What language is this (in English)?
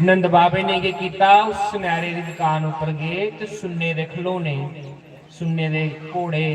Dogri